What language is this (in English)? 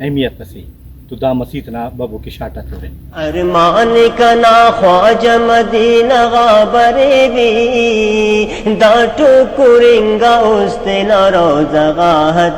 Brahui